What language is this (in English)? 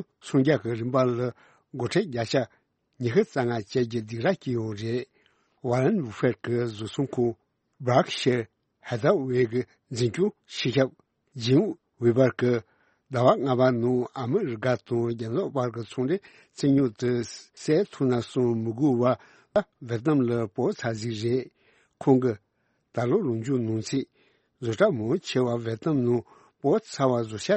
Tibetan